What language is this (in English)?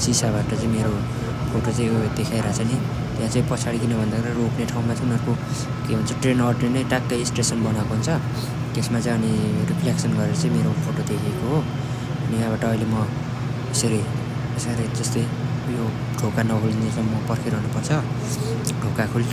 Nepali